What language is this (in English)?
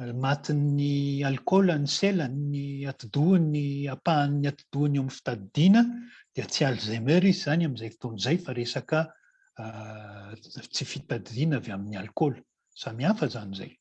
Malagasy